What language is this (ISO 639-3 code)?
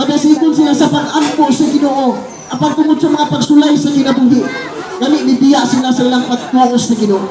ceb